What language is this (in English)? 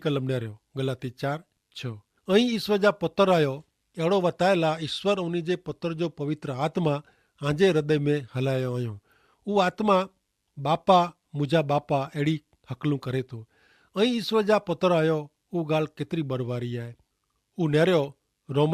Kachhi